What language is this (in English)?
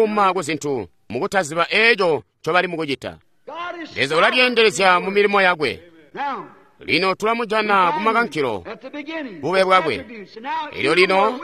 Tonga (Zambia)